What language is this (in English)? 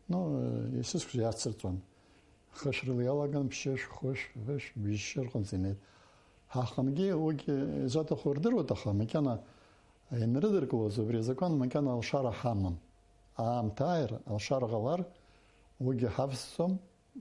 Abkhazian